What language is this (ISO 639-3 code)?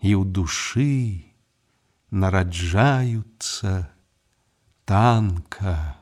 bel